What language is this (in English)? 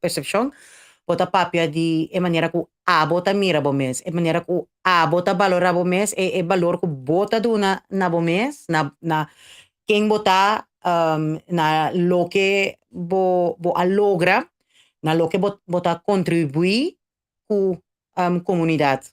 Papiamento